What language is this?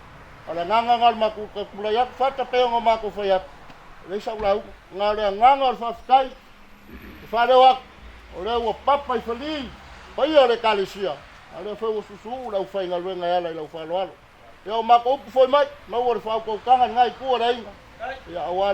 Samoan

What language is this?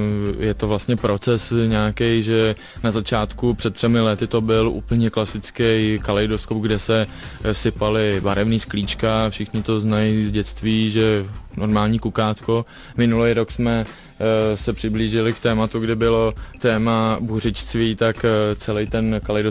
Czech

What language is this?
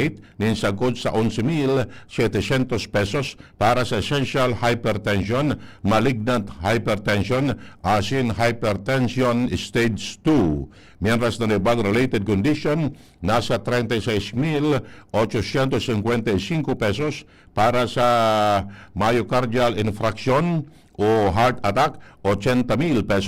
Bikol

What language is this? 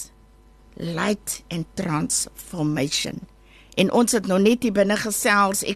Afrikaans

